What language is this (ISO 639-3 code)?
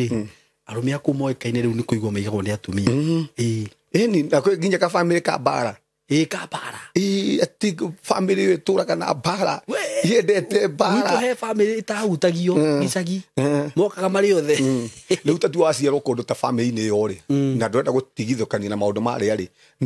kik